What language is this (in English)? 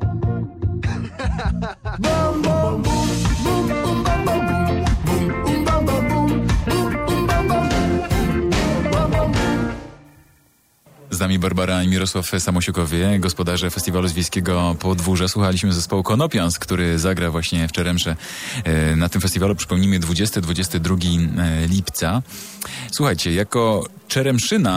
Polish